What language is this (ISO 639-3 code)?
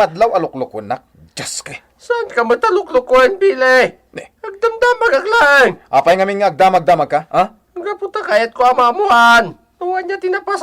ilo